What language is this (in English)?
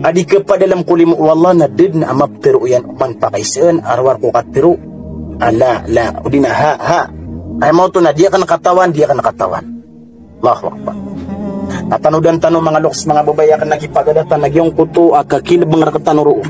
Maranao